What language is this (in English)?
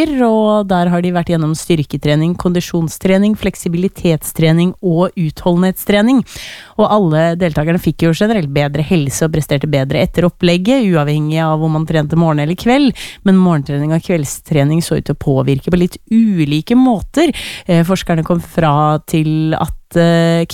Norwegian